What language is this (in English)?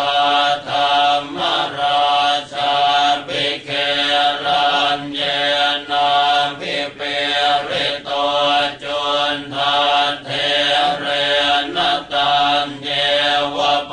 Pali